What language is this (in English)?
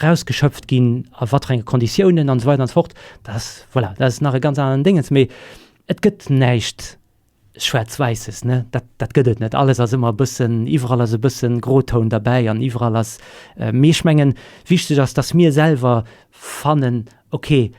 Luxembourgish